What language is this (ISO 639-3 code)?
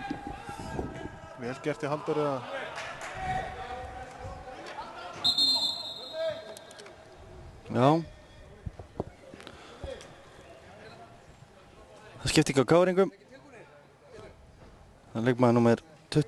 isl